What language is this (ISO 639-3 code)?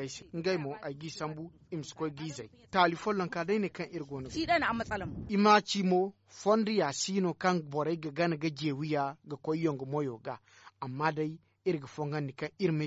dje